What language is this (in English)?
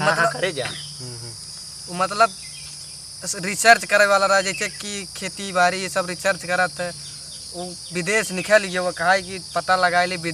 Awadhi